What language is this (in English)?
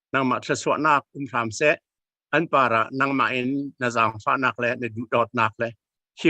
Falam Chin